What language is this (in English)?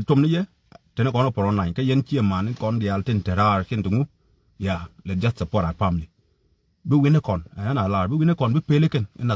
Nuer